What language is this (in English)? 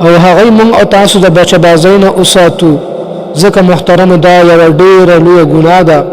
Pashto